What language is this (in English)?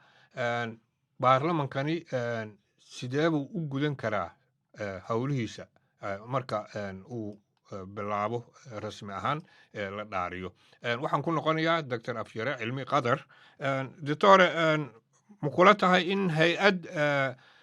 Somali